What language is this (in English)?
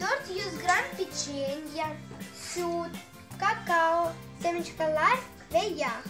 Crimean Tatar